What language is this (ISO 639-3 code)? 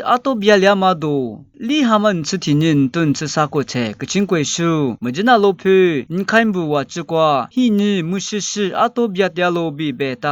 lis